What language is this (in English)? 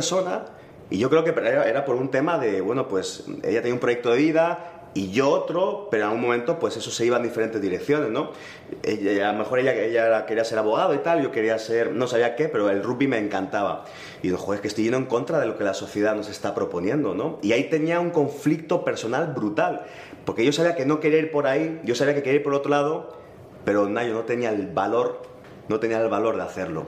Spanish